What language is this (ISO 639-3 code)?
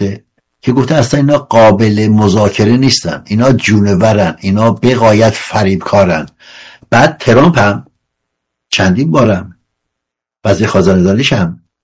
fas